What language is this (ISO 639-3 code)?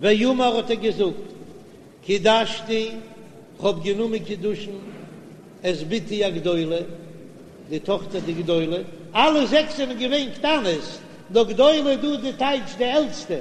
yid